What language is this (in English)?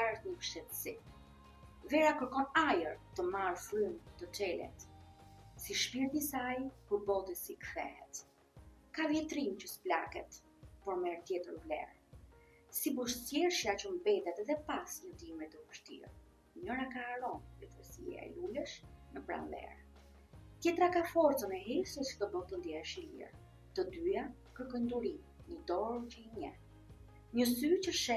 Albanian